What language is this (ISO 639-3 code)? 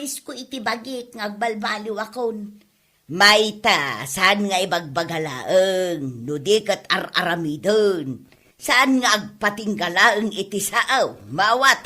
ilo